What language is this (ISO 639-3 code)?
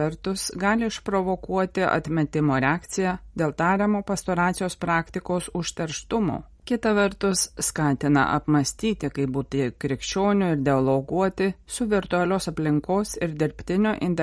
lit